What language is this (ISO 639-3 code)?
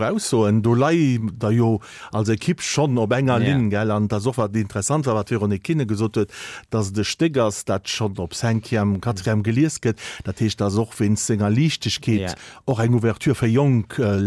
ltz